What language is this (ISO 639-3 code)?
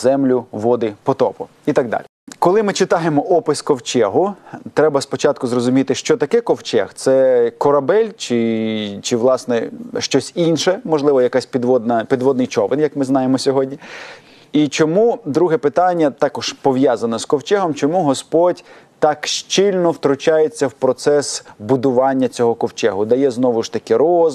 ukr